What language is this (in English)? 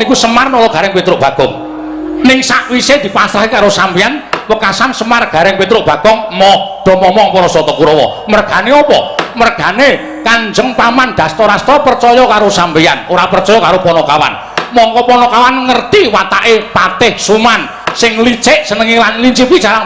Javanese